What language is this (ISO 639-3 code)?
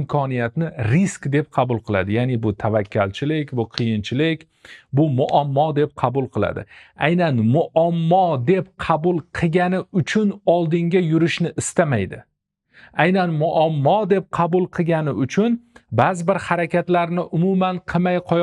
uzb